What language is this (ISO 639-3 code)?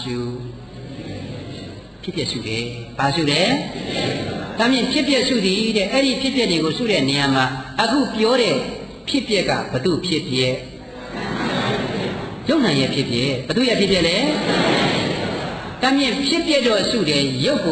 mya